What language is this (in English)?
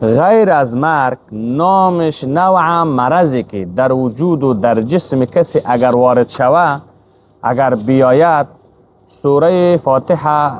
Persian